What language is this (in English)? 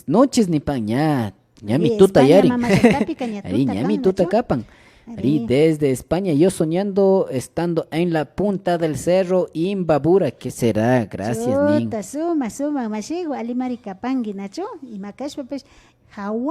Imbabura Highland Quichua